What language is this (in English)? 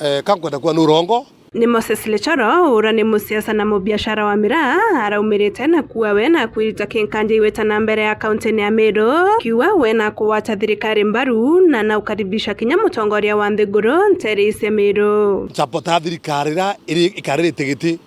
Meru